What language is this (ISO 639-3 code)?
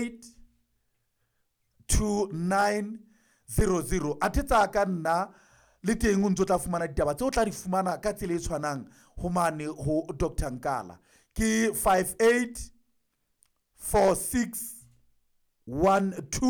sot